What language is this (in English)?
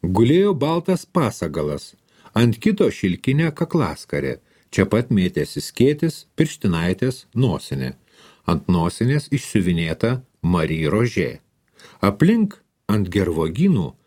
Lithuanian